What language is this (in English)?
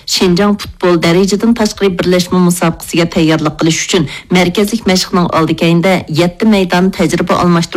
Uyghur